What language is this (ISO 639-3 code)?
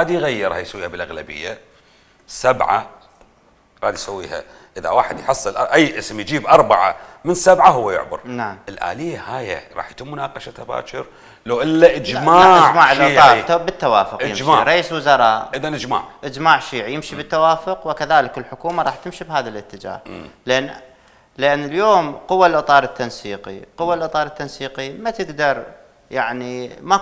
acm